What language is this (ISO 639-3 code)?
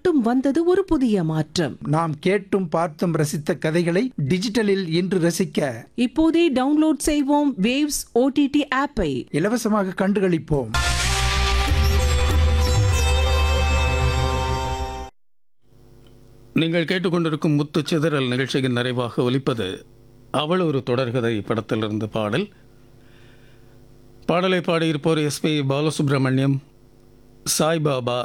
tam